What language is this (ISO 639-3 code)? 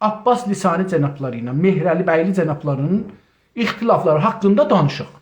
azb